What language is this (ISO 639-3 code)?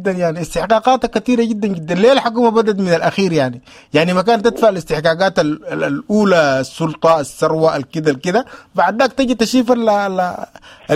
apd